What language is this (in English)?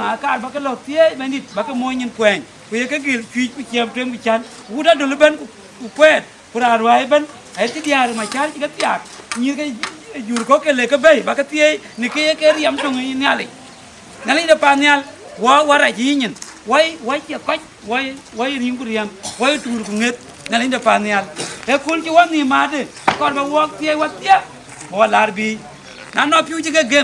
Dinka